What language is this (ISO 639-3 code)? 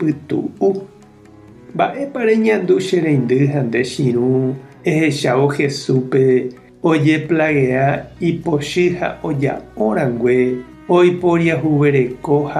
grn